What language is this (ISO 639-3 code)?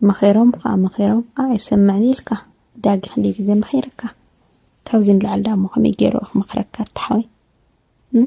tir